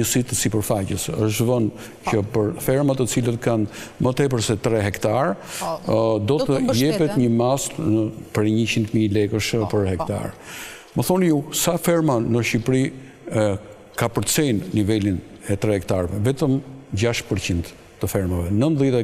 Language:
Albanian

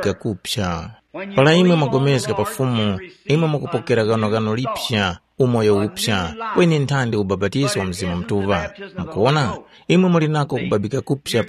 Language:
Tumbuka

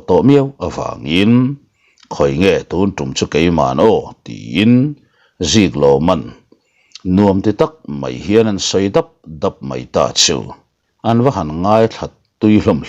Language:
Mizo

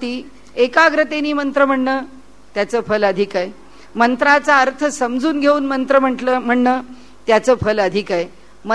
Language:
Marathi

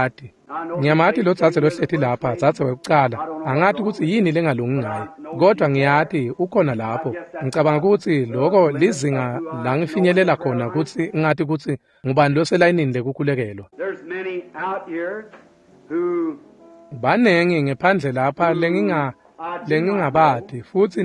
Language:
Swati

